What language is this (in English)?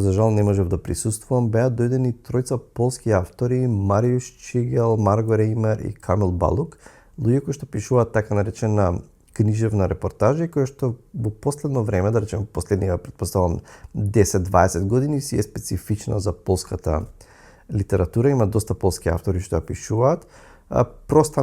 Macedonian